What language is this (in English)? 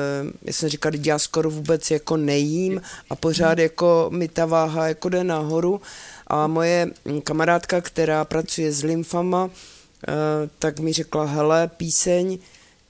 Czech